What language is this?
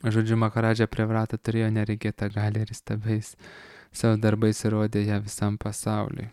Lithuanian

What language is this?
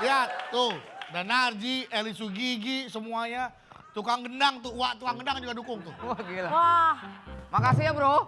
Betawi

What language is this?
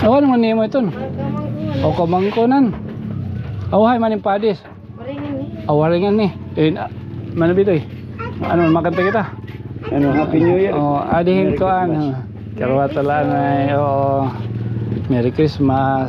Waray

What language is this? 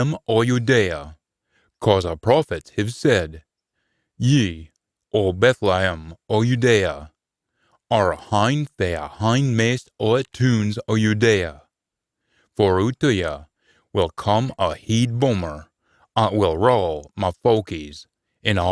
Scots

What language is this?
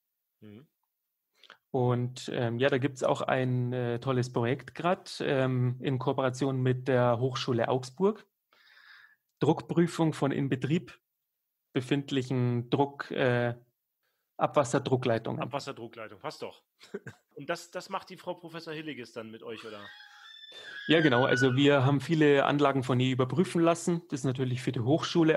German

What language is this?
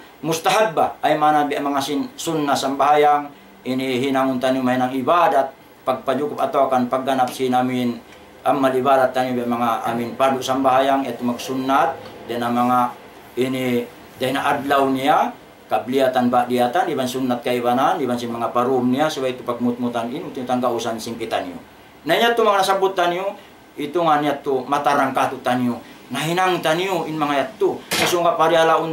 Tausug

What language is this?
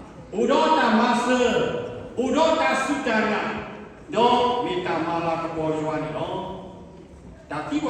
S'gaw Karen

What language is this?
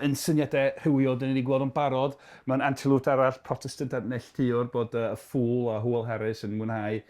Welsh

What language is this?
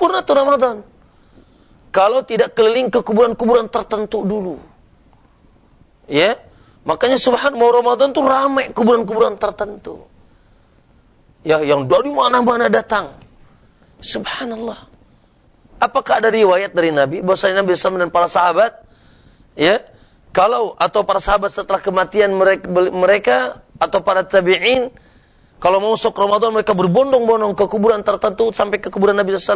Indonesian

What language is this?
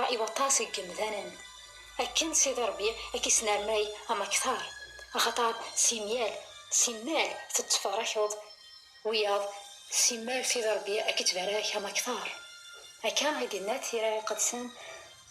Kabyle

